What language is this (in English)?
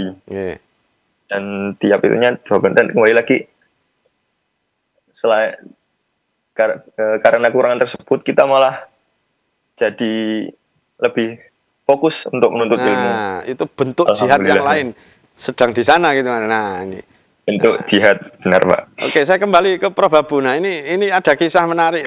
Indonesian